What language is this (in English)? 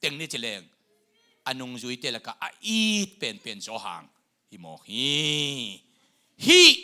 Tedim Chin